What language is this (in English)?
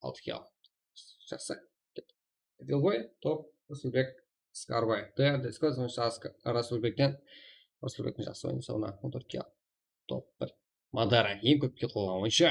Kara-Kalpak